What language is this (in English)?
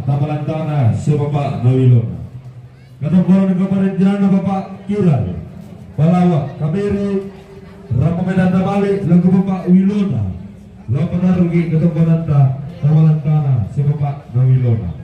Toraja-Sa'dan